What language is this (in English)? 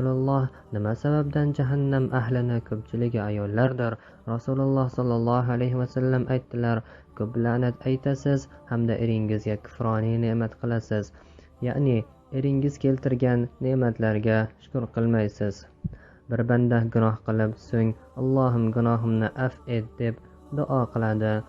Uzbek